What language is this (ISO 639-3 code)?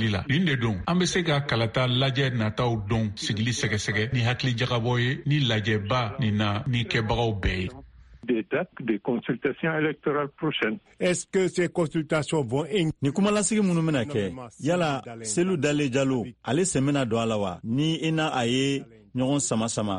bam